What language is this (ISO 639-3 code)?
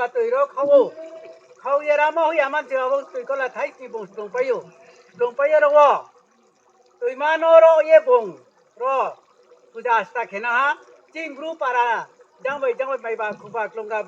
ria